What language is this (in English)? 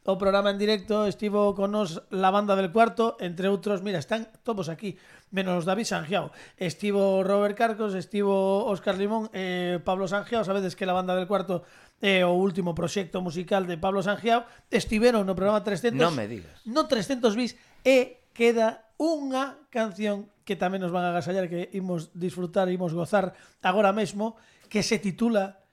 Galician